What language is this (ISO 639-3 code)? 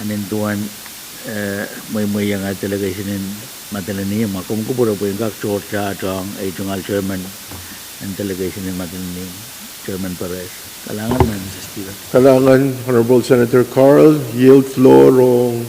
pon